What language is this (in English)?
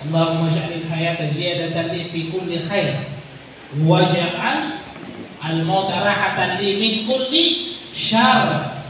Maranao